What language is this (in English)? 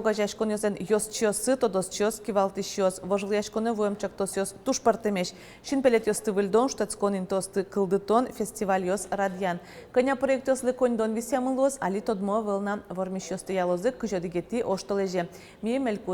Udmurt